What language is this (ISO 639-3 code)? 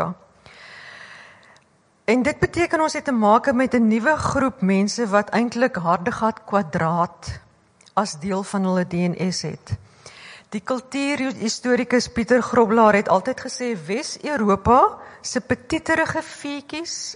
afr